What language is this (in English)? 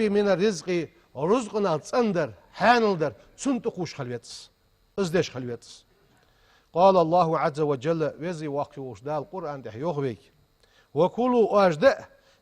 Ingush